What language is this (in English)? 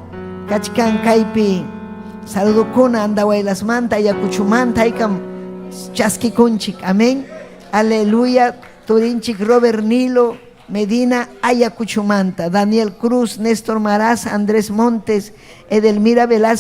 Ayacucho Quechua